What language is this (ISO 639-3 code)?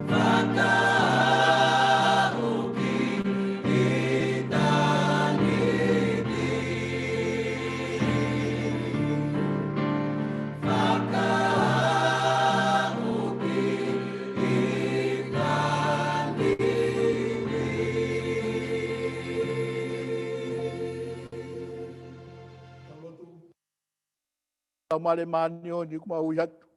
ton